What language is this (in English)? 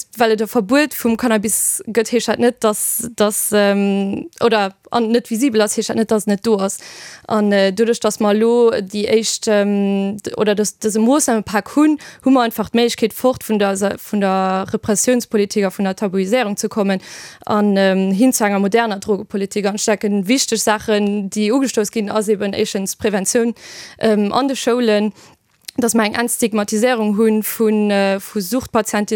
Luxembourgish